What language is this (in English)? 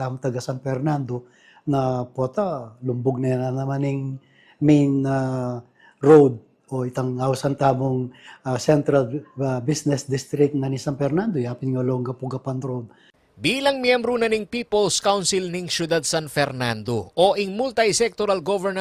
Pampanga